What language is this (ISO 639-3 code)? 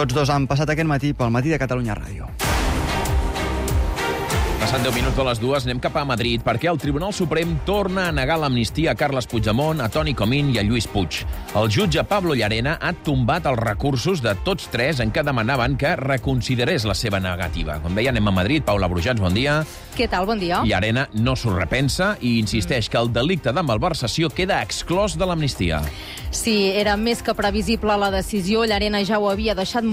cat